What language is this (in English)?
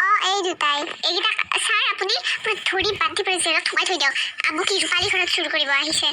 Assamese